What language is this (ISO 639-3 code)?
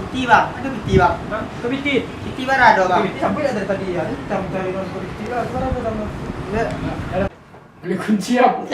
min